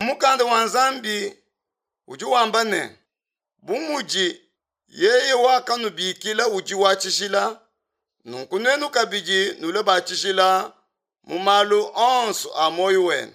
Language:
Luba-Lulua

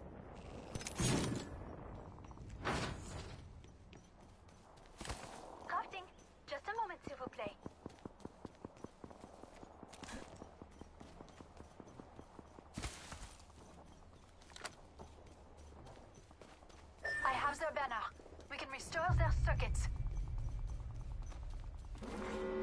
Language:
English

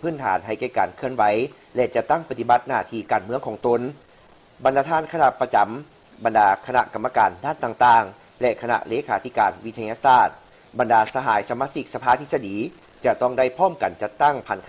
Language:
Lao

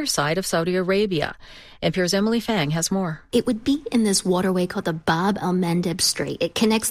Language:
English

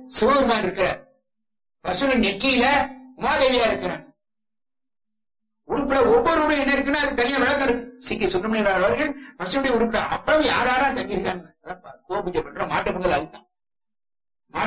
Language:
Tamil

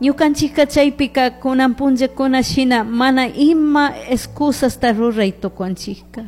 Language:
Chimborazo Highland Quichua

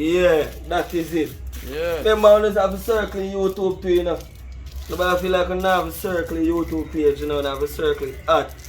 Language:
Jamaican Creole English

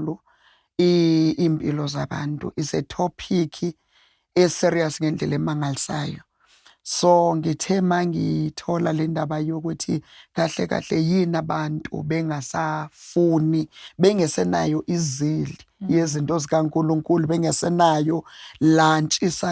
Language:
Zulu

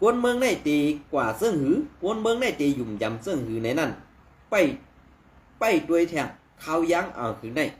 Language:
Shan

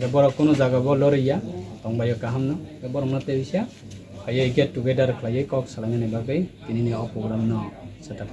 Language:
Kok Borok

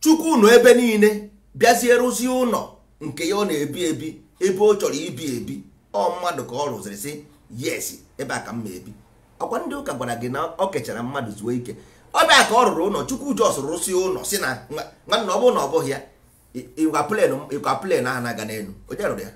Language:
Igbo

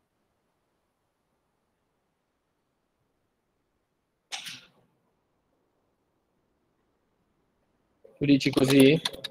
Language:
Italian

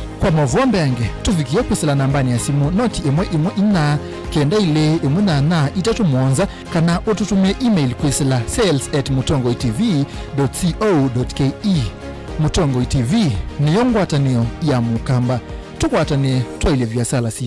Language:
Kamba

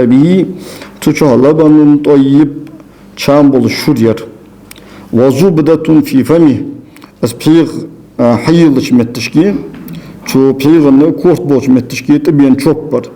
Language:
Ingush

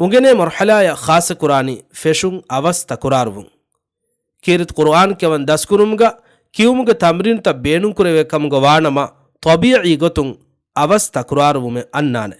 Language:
Divehi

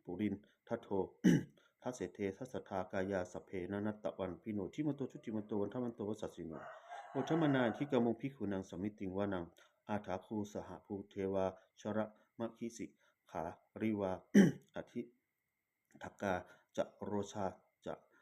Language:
Pali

